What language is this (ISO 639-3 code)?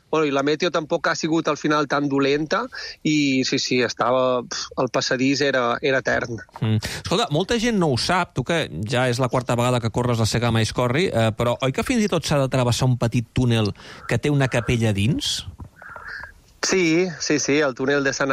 cat